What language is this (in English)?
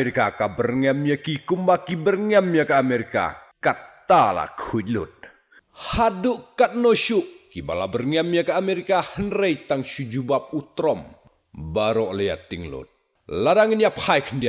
Khasi